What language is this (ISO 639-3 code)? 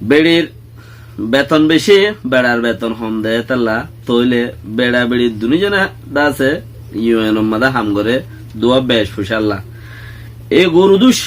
rhg